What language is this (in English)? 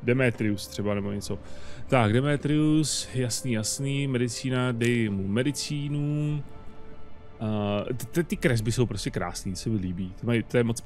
Czech